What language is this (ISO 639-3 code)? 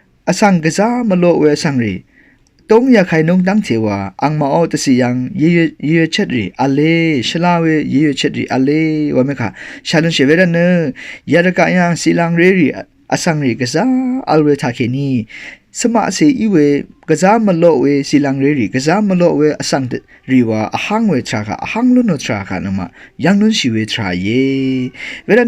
raw